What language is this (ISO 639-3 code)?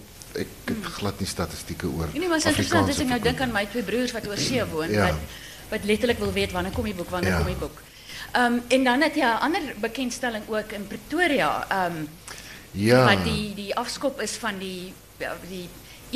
afr